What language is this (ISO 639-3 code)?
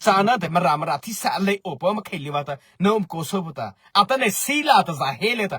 mrh